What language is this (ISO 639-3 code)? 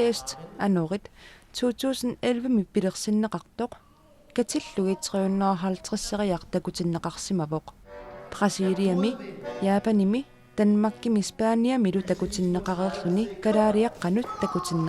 kal